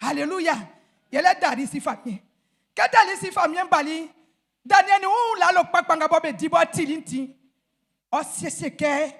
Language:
Baoulé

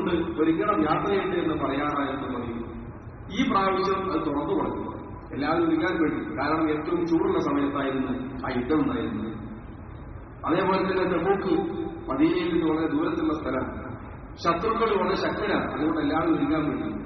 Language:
Malayalam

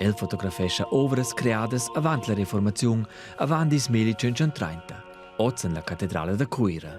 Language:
Romansh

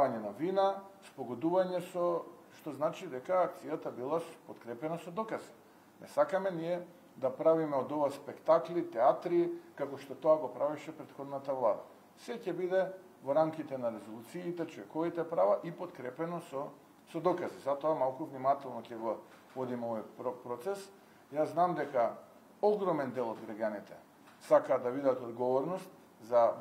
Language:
Macedonian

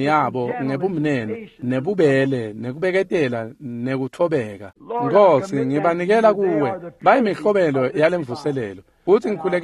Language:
Swati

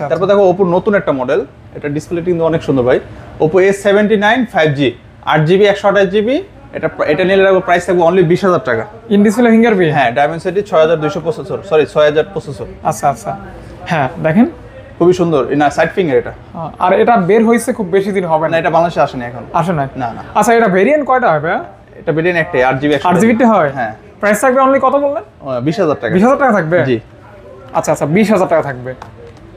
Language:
Bangla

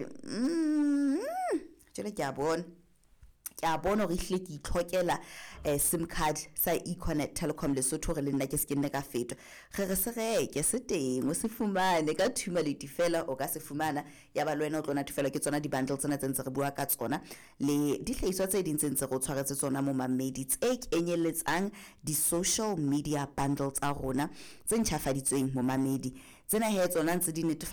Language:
Southern Sotho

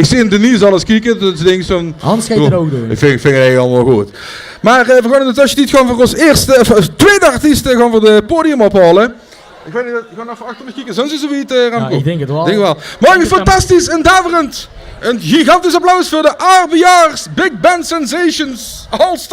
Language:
Limburgish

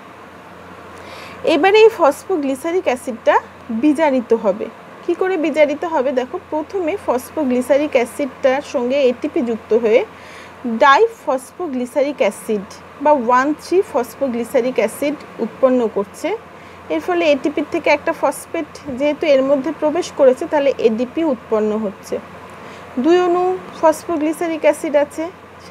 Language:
Bangla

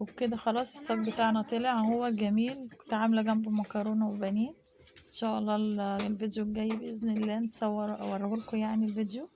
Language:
Egyptian Arabic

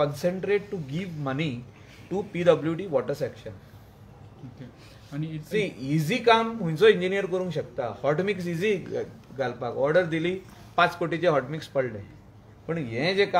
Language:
Konkani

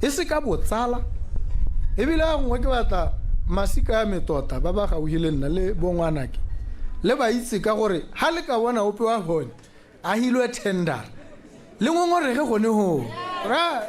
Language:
Tswana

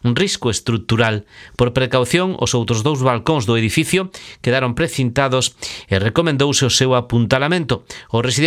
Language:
Galician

